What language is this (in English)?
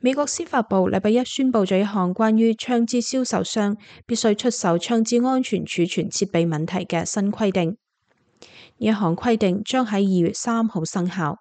Cantonese